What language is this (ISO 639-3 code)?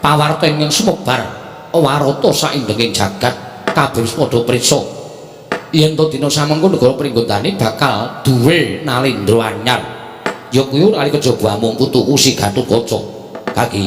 jav